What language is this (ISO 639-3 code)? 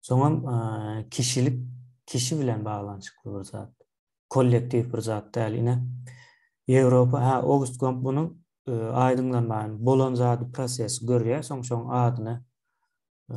tuk